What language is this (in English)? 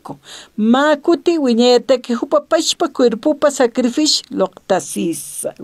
Aymara